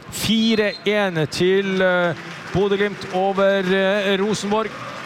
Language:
Norwegian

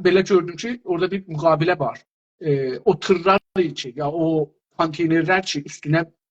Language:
South Azerbaijani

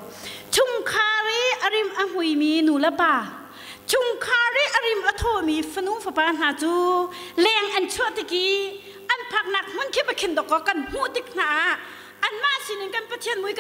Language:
Hakha Chin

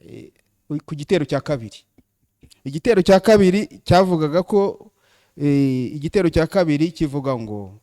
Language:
Kinyarwanda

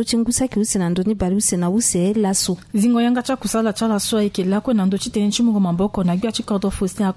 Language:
Sango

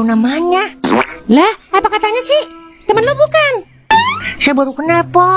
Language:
Betawi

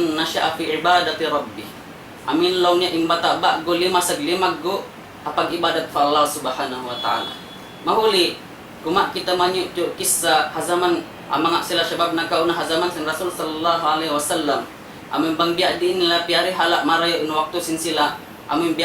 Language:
Tausug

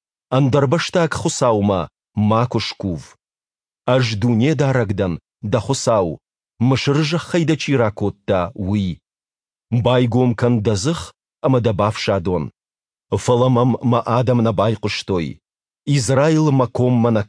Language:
Ossetic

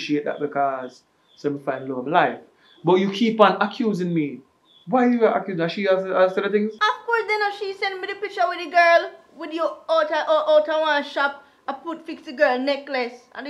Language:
Jamaican Creole English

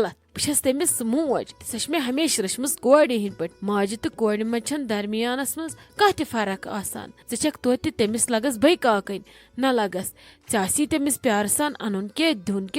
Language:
Kashmiri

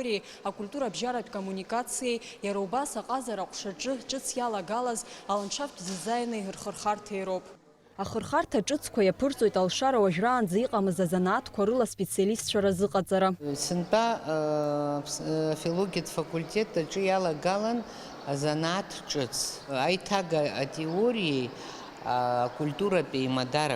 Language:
Abkhazian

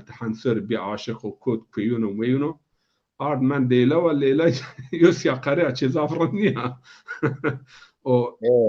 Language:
Zaza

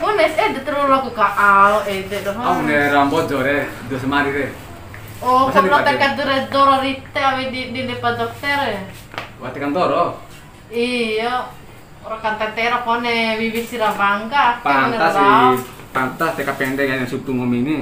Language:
Bima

